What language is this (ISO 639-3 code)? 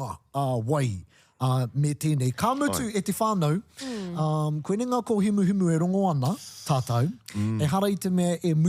mri